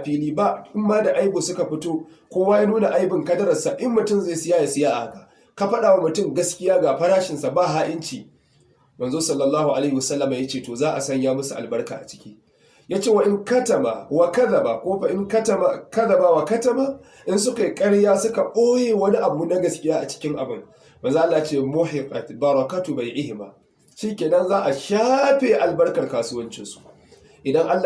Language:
Hausa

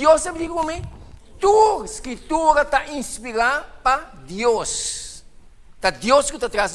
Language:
Papiamento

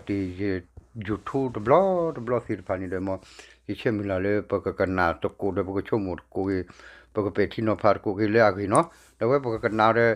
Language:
S'gaw Karen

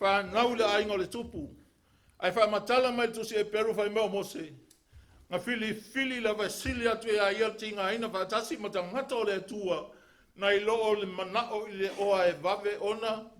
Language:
Samoan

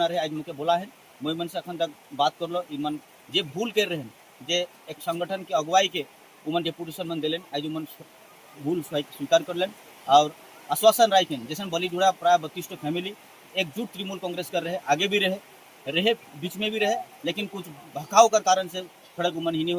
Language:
Sadri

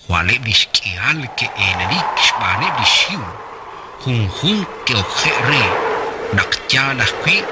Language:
Kekchí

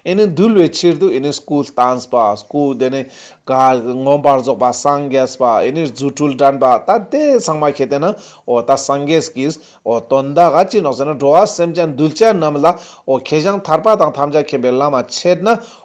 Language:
Ladakhi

